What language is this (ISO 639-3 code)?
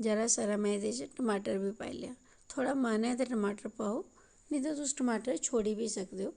doi